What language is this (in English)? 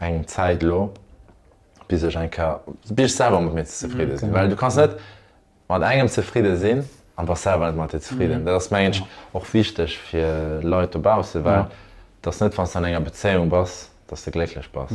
Luxembourgish